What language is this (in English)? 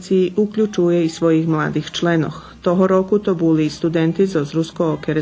Rusyn